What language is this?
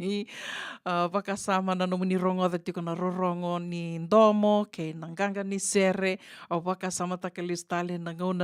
Fijian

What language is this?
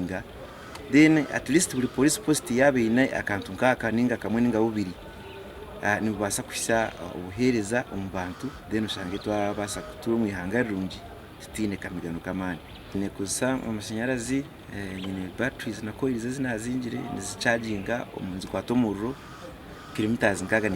Nyankole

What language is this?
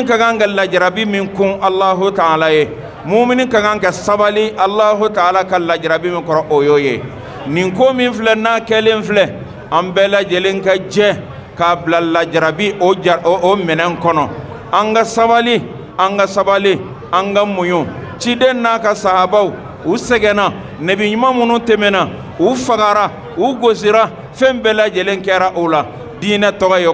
Bambara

